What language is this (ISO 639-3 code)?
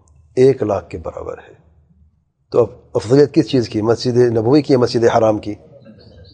urd